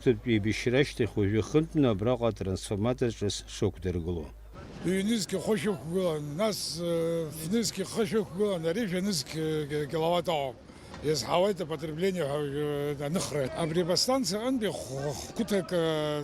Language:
Abkhazian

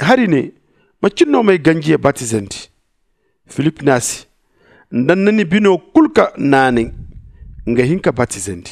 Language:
Zarma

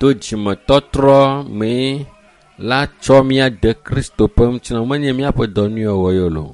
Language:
Ewe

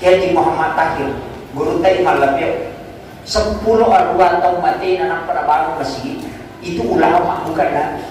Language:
Buginese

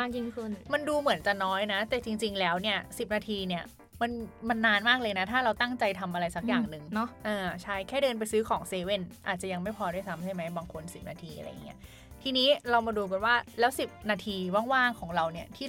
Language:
Thai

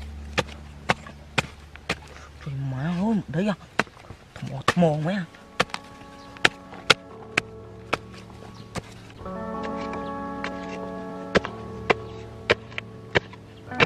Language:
Vietnamese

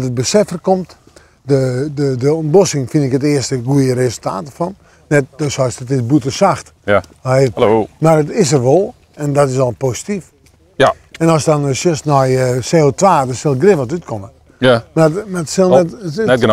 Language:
Western Frisian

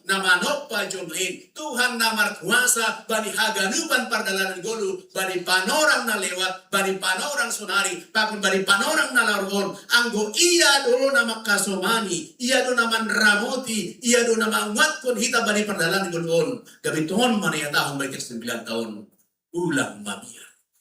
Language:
Batak Simalungun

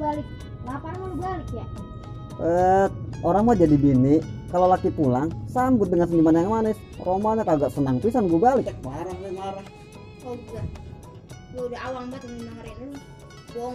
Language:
Betawi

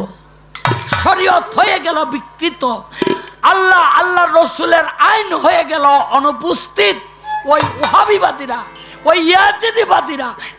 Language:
Bangla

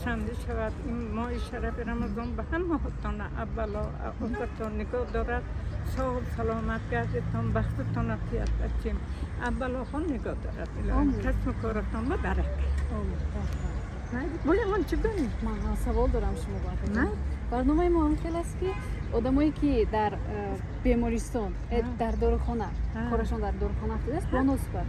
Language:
Tajik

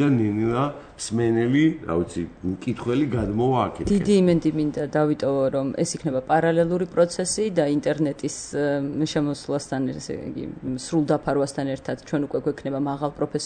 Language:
Georgian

